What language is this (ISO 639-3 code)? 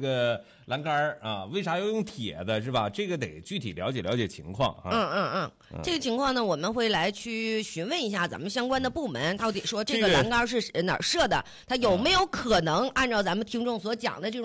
zho